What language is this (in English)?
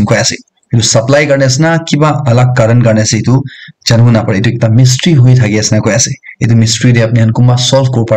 Naga Pidgin